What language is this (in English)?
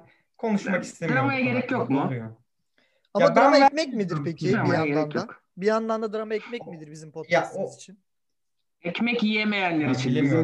Turkish